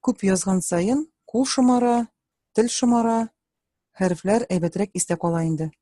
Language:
Tatar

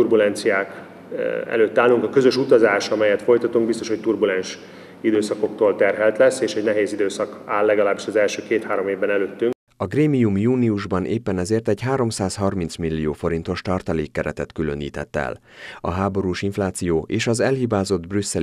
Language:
Hungarian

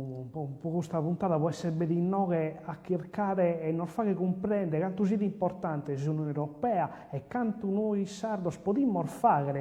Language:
Sardinian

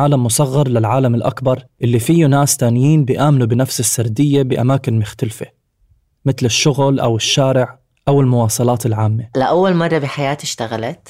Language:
North Levantine Arabic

